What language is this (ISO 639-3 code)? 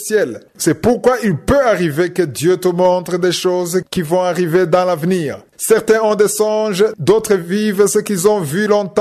fra